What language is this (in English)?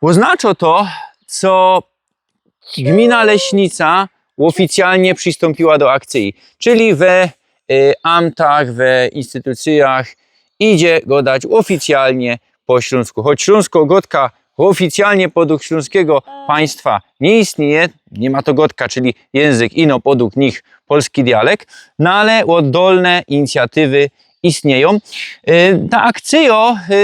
Silesian